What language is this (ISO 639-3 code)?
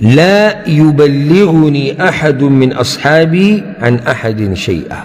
pus